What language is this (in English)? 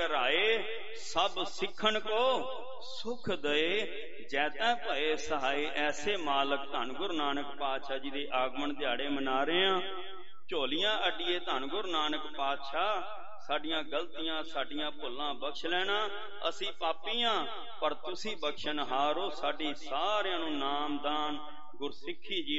Punjabi